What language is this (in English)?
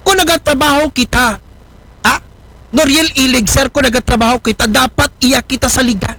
Aklanon